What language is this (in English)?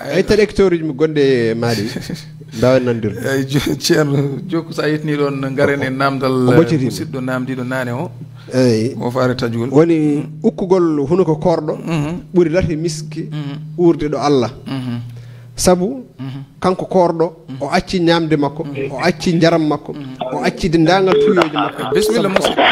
Fula